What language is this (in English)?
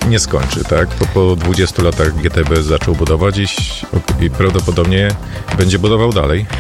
Polish